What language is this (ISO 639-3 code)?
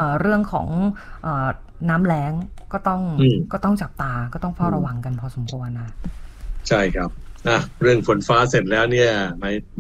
tha